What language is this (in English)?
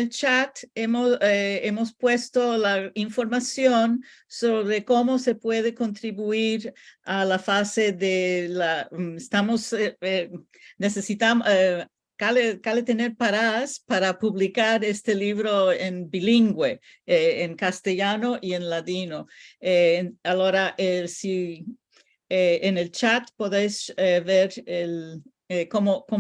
Ladino